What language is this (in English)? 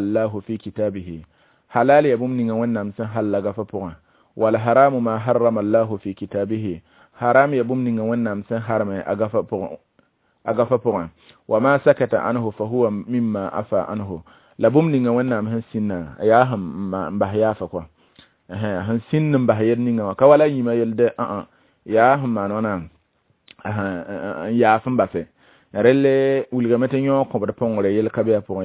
Mossi